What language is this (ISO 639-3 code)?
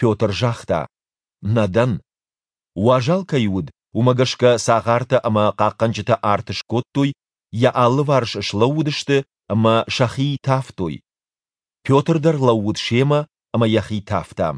oss